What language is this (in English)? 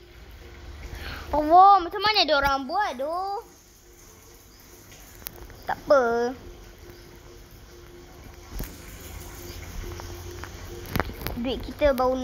Malay